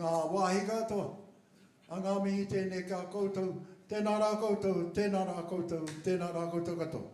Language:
Māori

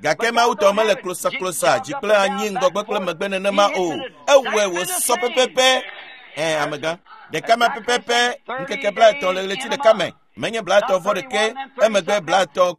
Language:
Ewe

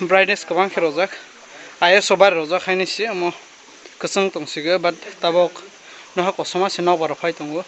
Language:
Kok Borok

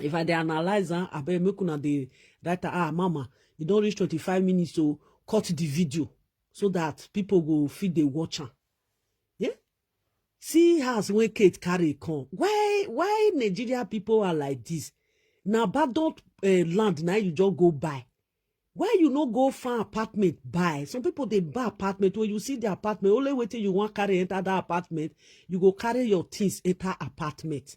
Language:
Nigerian Pidgin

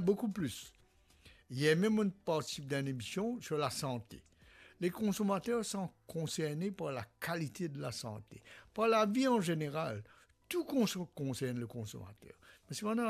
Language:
Morisyen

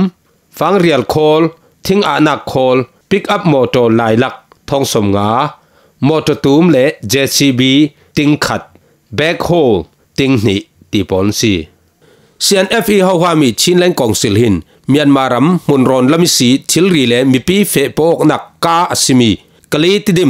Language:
Falam Chin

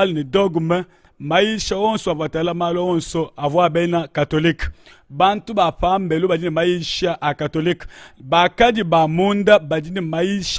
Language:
Luba-Lulua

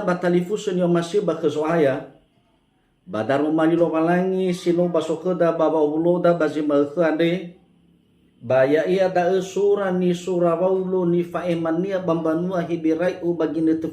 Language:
Nias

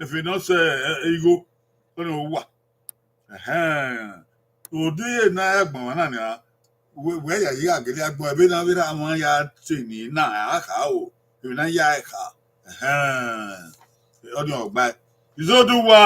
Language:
Bini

